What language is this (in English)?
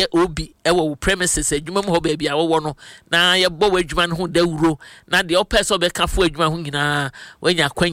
Akan